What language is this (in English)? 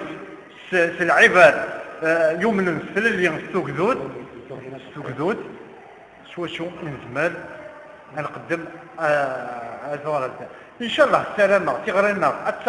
Kabyle